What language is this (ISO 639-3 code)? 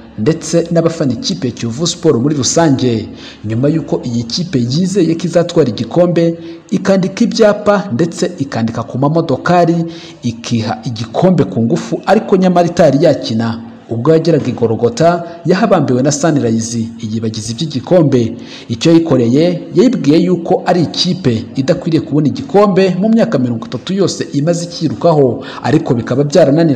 kin